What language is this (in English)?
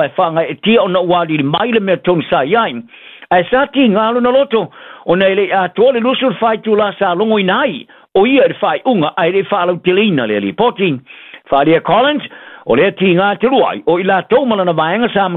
Samoan